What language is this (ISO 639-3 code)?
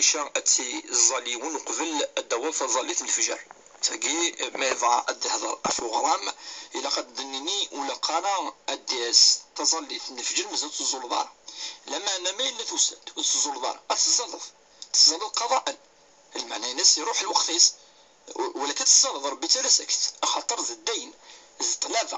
kab